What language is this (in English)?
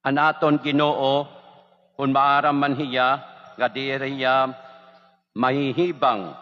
Waray